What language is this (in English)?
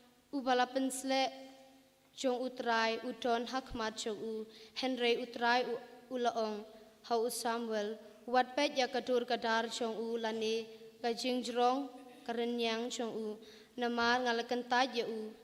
Khasi